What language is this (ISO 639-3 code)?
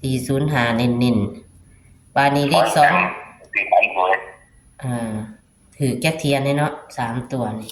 tts